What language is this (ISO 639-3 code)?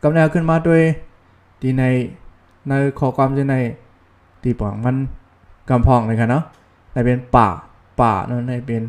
shn